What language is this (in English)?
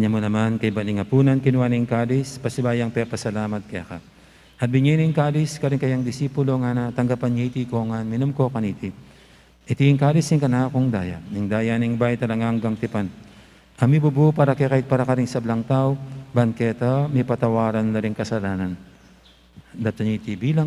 Pampanga